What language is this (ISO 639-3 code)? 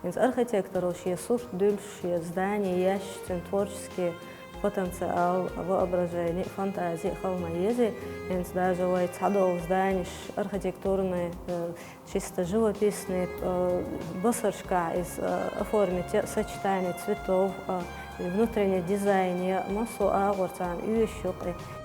che